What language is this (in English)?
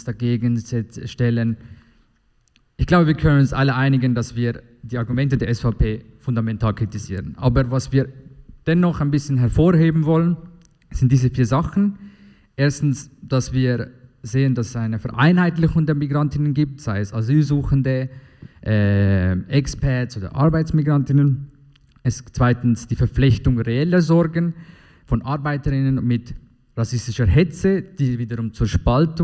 German